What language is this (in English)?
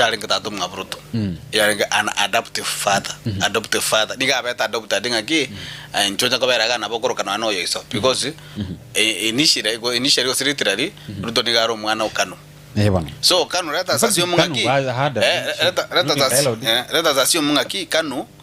Gusii